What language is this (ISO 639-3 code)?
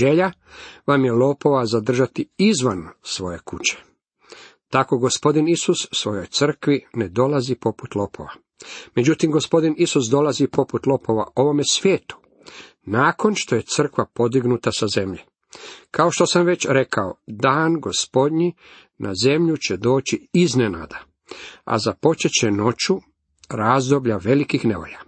hrv